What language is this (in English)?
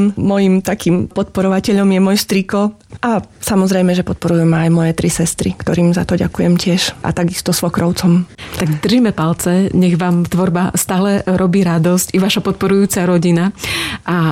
Slovak